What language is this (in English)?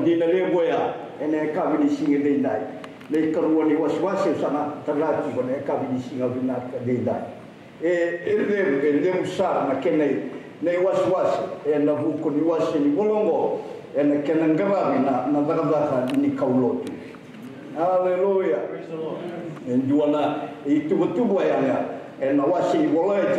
Fijian